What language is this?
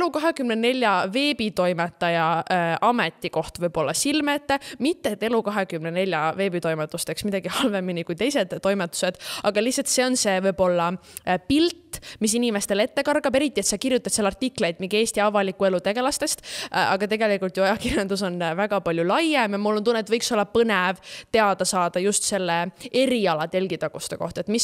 Estonian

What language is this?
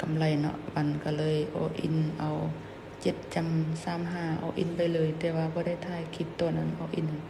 Lao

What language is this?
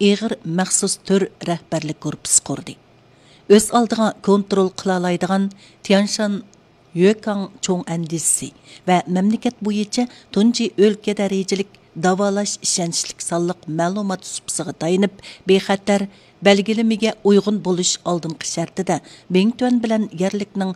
Uyghur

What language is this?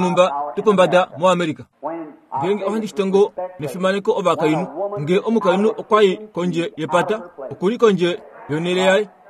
Kuanyama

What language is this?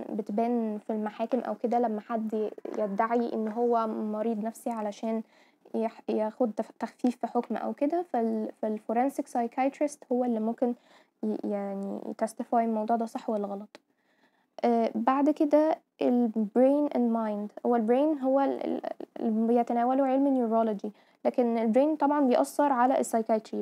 Egyptian Arabic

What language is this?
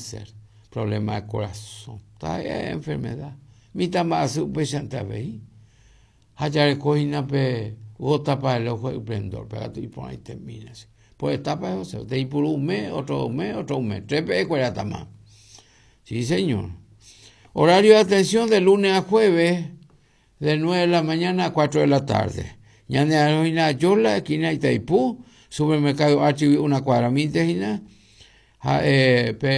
Guarani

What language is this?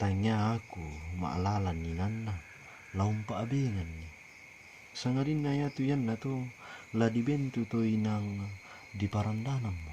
Toraja-Sa'dan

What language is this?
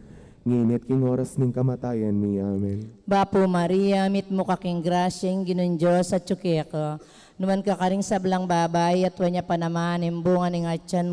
Pampanga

